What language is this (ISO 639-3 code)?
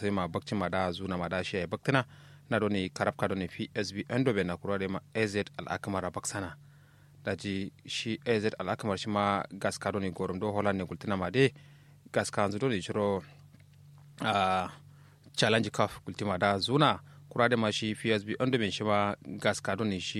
kau